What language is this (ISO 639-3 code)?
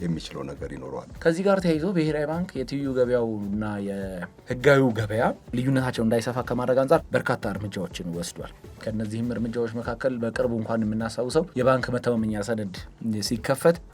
amh